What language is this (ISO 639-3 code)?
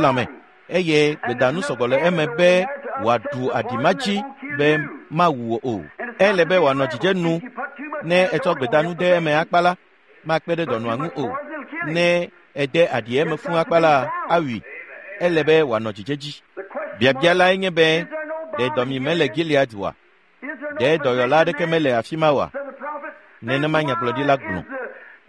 ewe